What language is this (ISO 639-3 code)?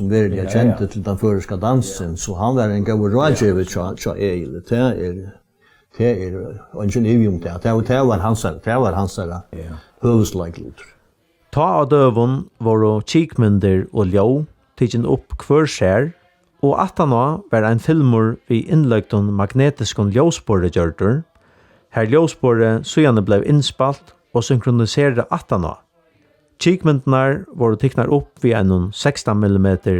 fao